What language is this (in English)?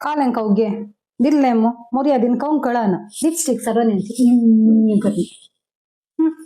Konkani